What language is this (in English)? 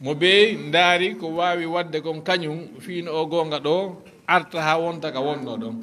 Fula